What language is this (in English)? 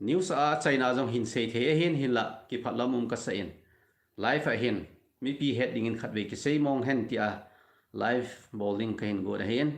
Thado Chin